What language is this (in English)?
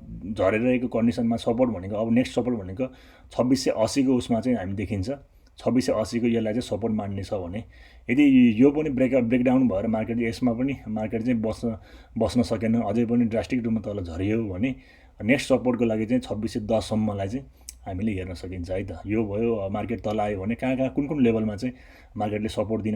Nepali